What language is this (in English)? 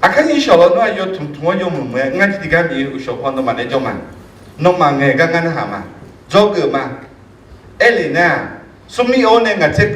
Akha